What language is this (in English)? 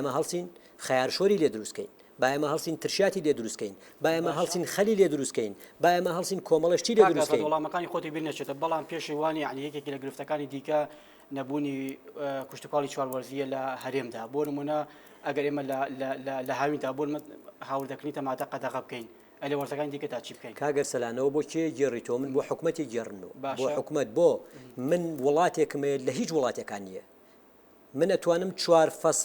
Central Kurdish